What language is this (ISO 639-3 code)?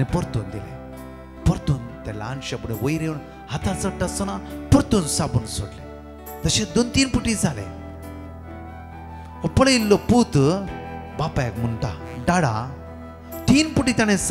kok